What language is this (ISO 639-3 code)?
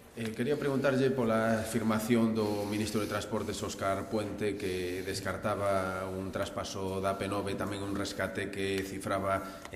glg